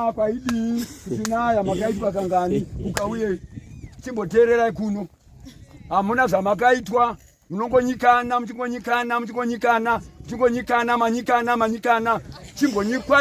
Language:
Shona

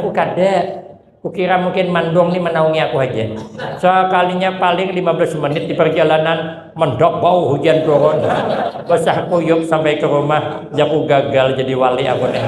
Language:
Banjar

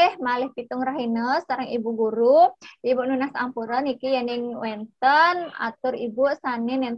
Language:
Balinese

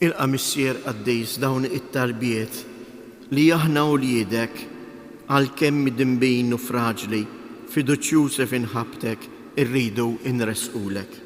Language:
Maltese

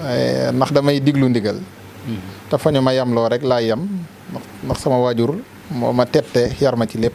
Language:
Wolof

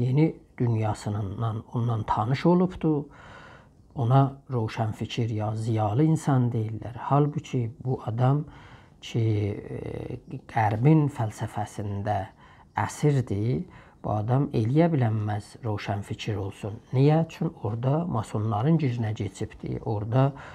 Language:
South Azerbaijani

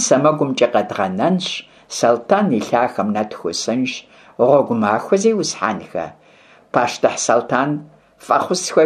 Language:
Kabardian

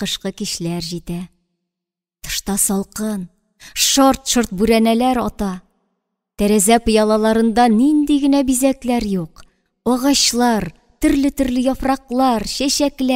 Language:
Tatar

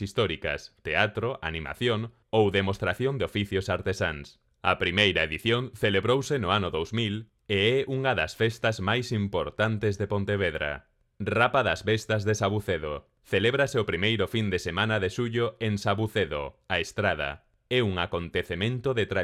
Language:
Galician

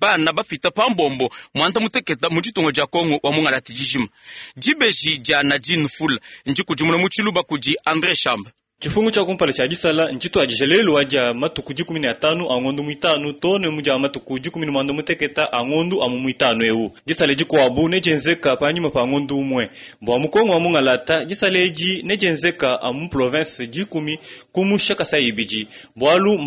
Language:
Luba-Lulua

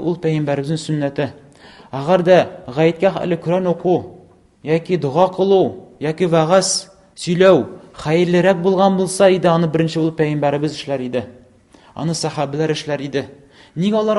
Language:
Tatar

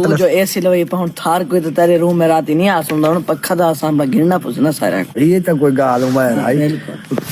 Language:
Saraiki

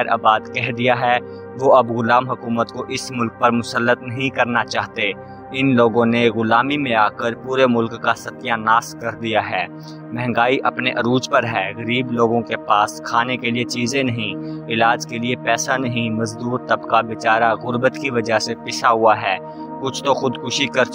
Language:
Urdu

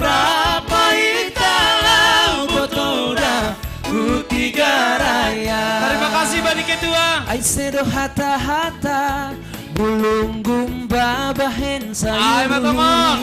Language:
Batak Simalungun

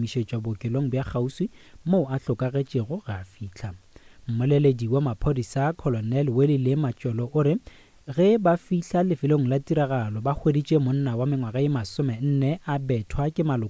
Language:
Northern Sotho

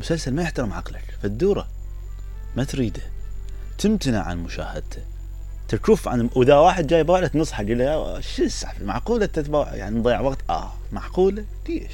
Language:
Mesopotamian Arabic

